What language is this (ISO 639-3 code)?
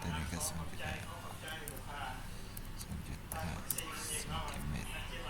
lao